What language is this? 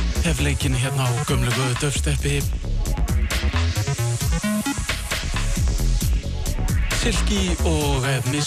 Icelandic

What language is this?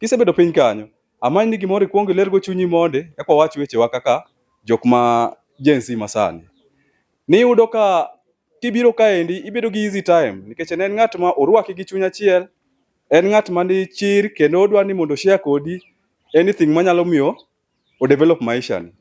Luo (Kenya and Tanzania)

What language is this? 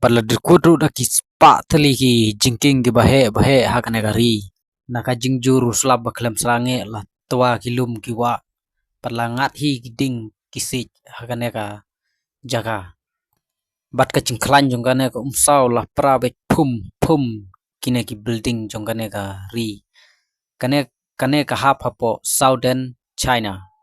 Khasi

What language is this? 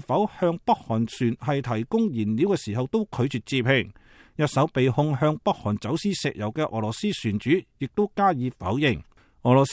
Cantonese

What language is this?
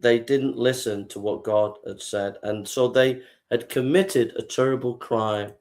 English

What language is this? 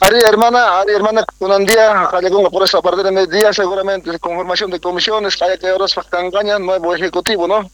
South Bolivian Quechua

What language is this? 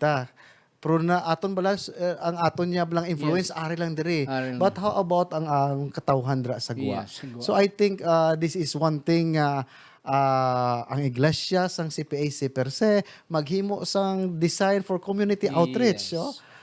Hiligaynon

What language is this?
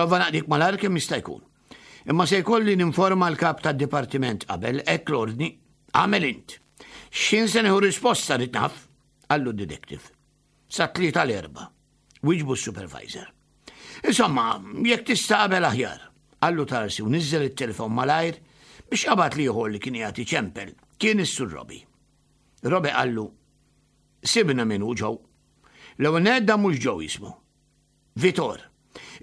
Maltese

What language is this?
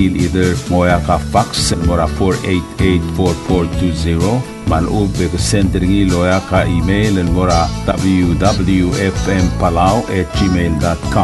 Palauan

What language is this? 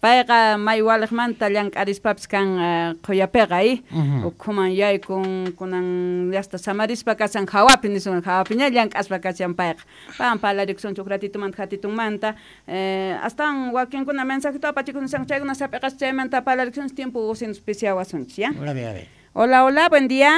South Bolivian Quechua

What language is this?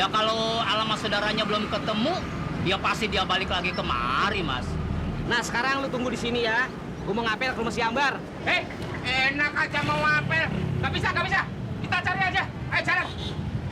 Betawi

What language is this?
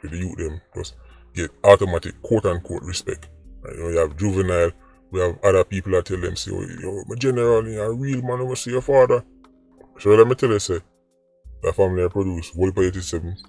Jamaican Creole English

